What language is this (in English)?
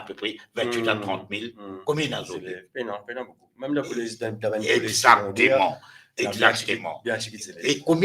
Morisyen